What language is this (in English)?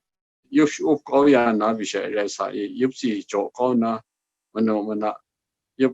Kachin